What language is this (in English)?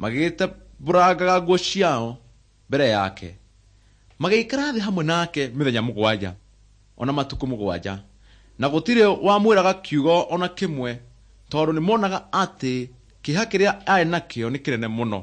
Kikuyu